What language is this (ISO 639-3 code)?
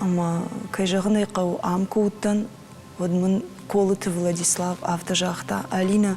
oss